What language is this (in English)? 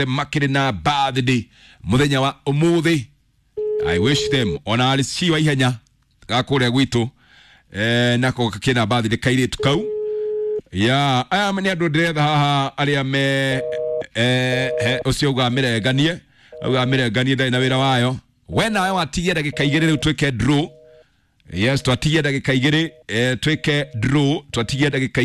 Kikuyu